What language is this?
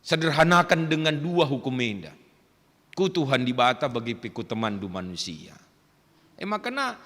Batak Karo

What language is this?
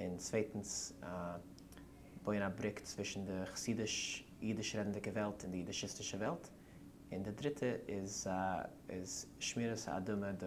Yiddish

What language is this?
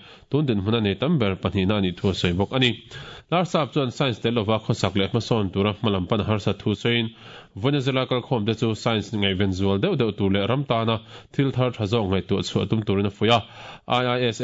Mizo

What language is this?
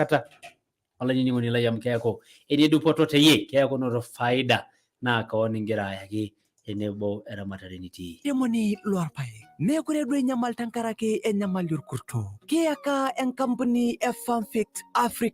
Masai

